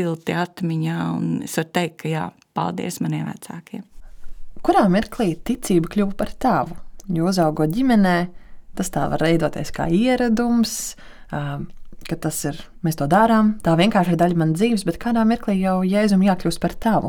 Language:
Latvian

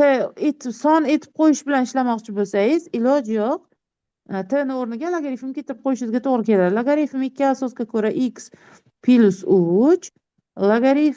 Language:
Uzbek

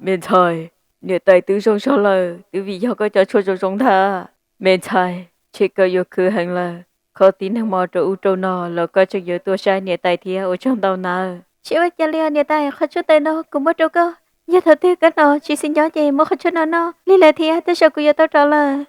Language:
Hmong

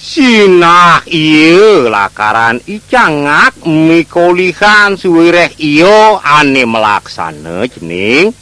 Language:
Balinese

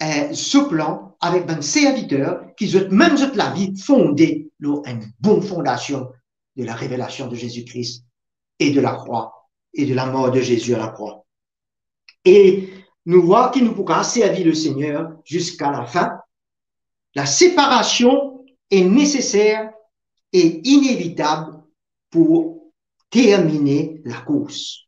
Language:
Morisyen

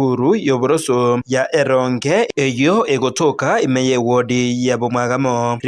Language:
Gusii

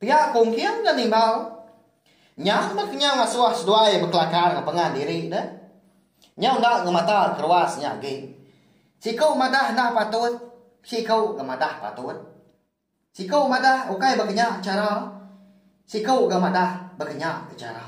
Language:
Iban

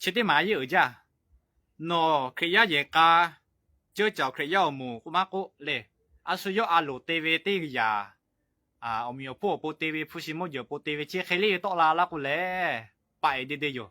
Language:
Lahu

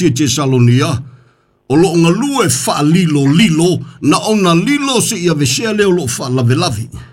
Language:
Samoan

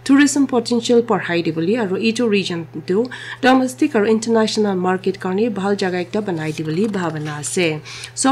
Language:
Naga Pidgin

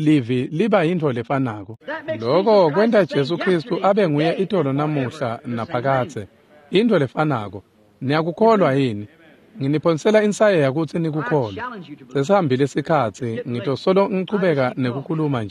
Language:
Swati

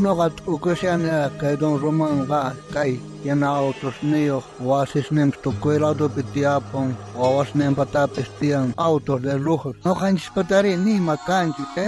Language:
South Bolivian Quechua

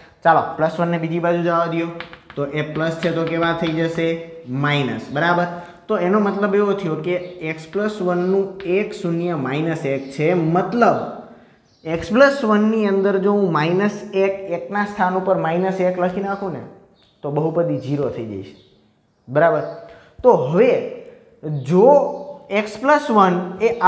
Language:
Gujarati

